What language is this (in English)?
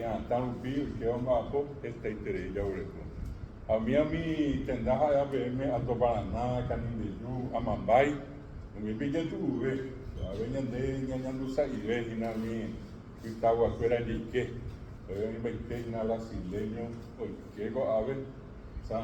Guarani